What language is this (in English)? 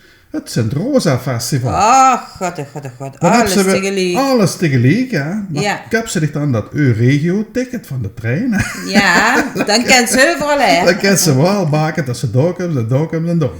Limburgish